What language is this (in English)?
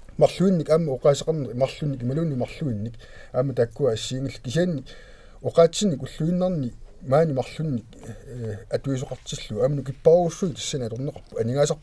Kalaallisut